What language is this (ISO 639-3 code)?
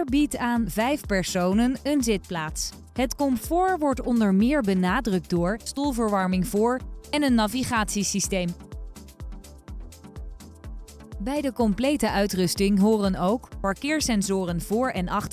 nld